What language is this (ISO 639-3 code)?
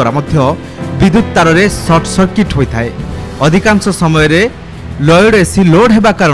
ori